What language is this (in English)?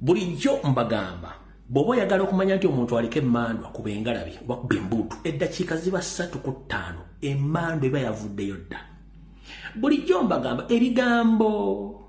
Ganda